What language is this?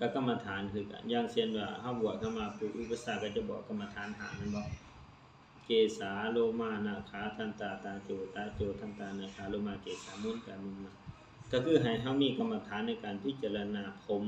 Lao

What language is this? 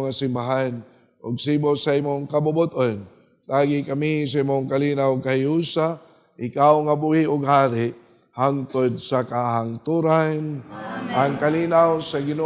Cebuano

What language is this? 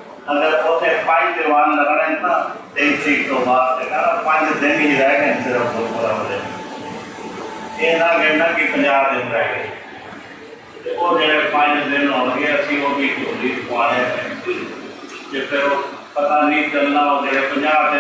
Punjabi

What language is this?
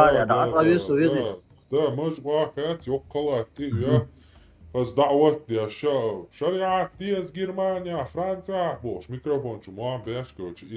Chechen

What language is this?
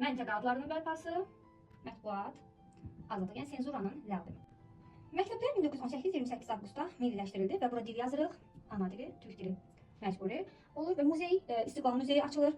Azerbaijani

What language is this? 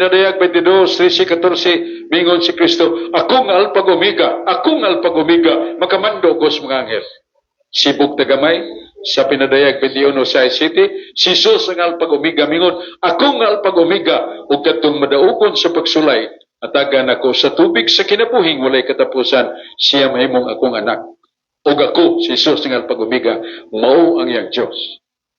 Cebuano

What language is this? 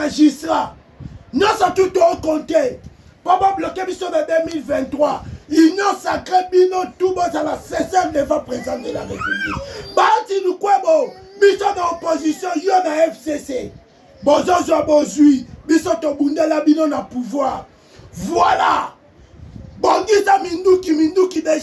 Lingala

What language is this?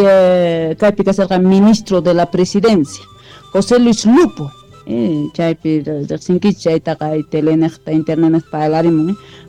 South Bolivian Quechua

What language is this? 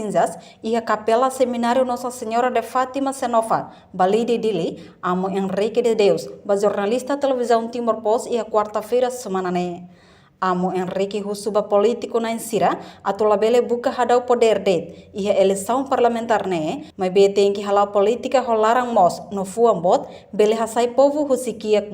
Tetum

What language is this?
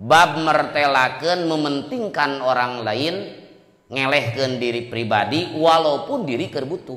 Sundanese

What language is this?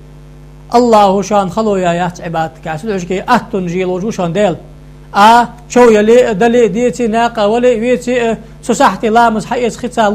Ingush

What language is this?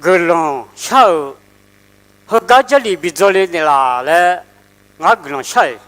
Akha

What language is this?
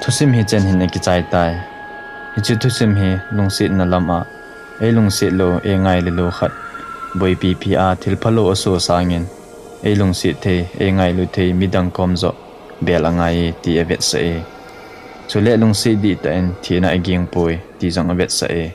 Thado Chin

